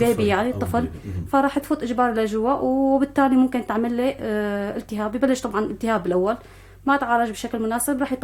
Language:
North Levantine Arabic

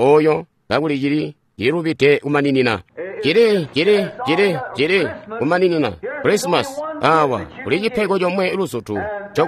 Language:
Tonga (Zambia)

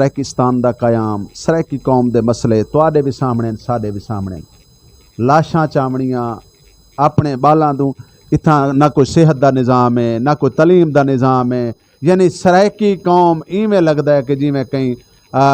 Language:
Saraiki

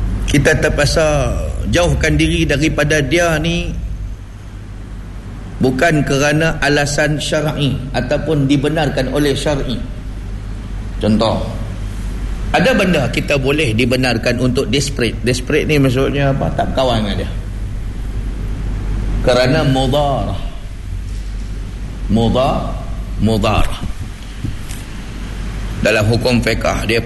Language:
Malay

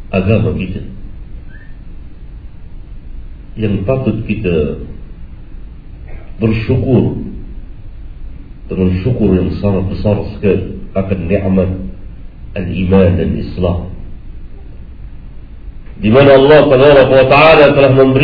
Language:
Indonesian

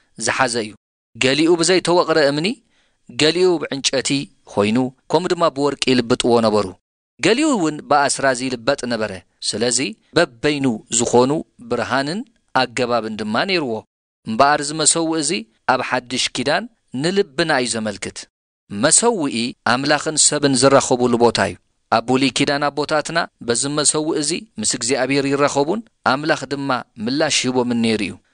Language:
Tigrinya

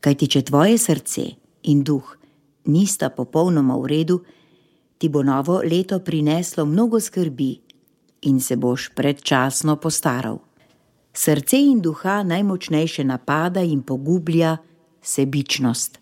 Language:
Slovenian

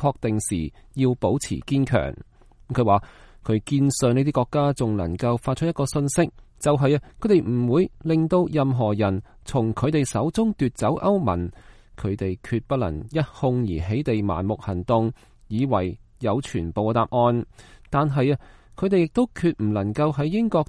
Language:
Cantonese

